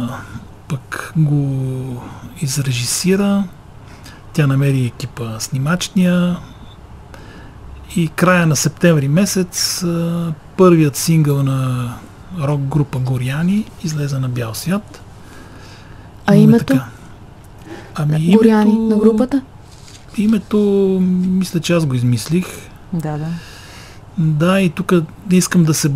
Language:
Bulgarian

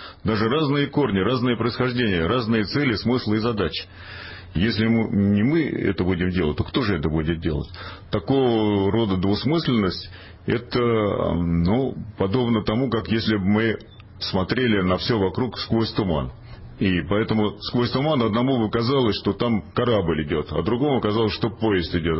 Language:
Russian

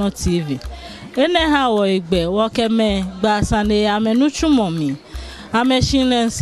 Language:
Ga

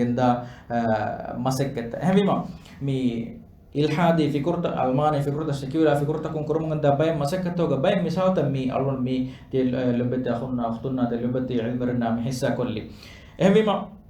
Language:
Divehi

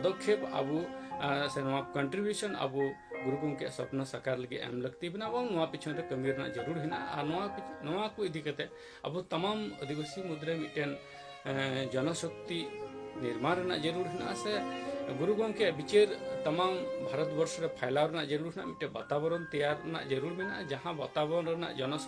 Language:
Santali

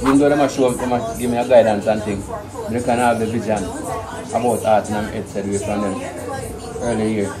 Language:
Jamaican Creole English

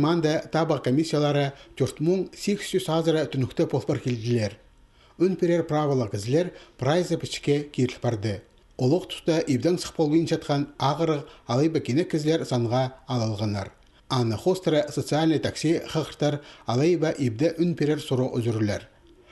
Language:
Khakas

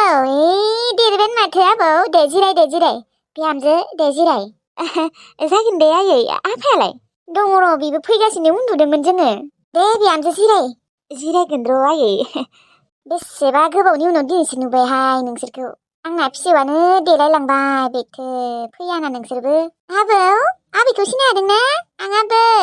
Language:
Bodo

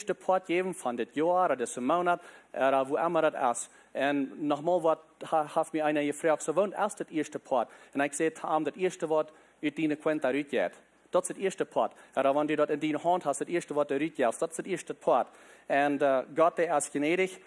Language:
Plautdietsch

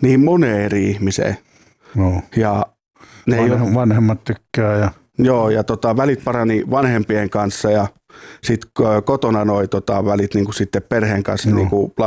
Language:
Finnish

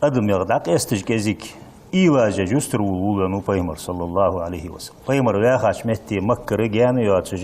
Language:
Ingush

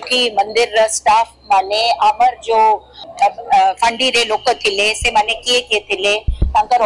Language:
Odia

